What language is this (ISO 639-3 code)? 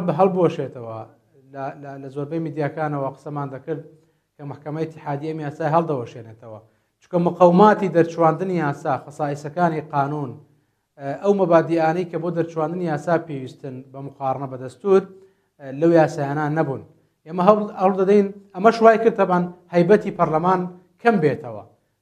ckb